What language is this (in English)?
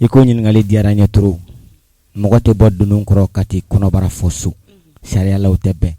Bambara